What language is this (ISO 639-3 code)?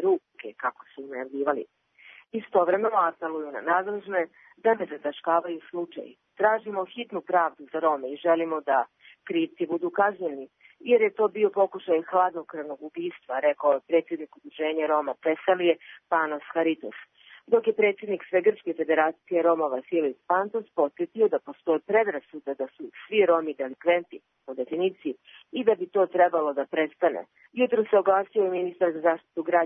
srp